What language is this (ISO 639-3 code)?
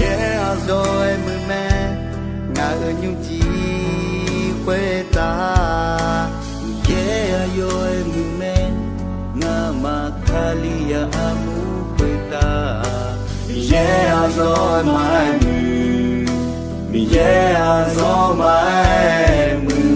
ahk